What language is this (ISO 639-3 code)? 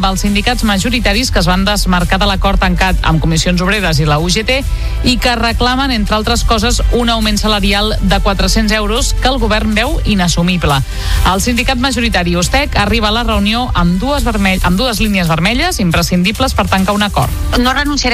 cat